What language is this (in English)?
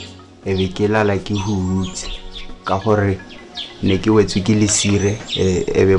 Tswana